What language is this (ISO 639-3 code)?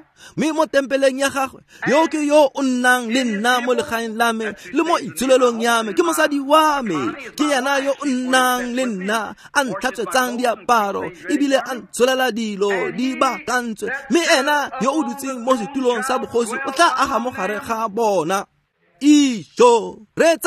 tsn